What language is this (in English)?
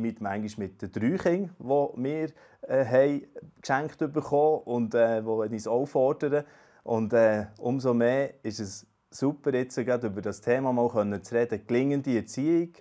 Swiss German